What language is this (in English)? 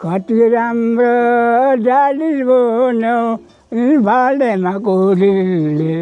Nepali